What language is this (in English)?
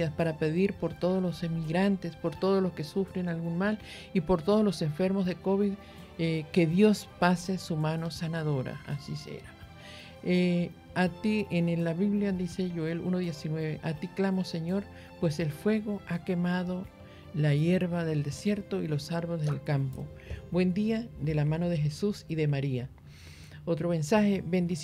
Spanish